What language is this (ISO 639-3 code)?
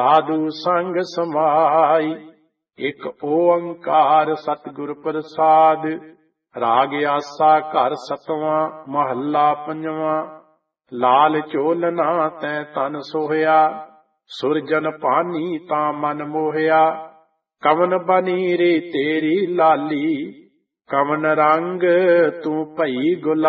pan